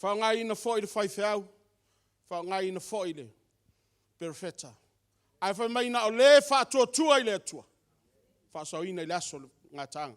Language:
Samoan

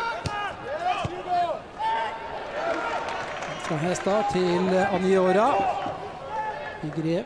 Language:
Norwegian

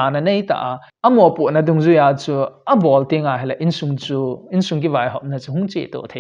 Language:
Thado Chin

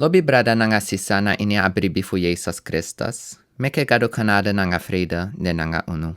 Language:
Sranan Tongo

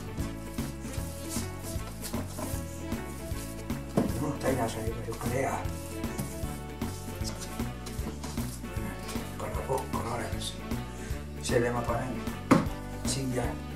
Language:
Estonian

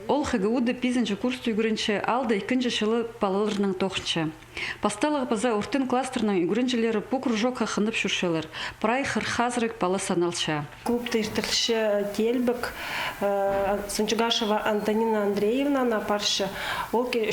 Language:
Khakas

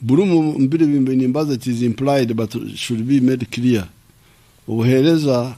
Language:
Nyankole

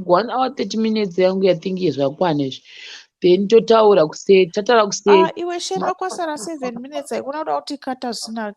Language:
Shona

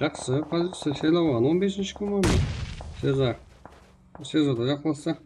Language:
Kara-Kalpak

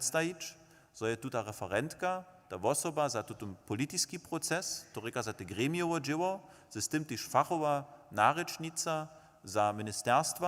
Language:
Upper Sorbian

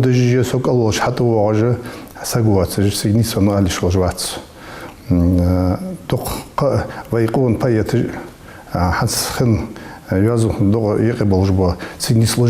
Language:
Ingush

